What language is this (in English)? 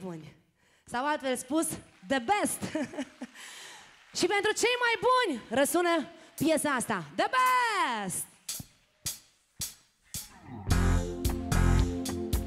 Romanian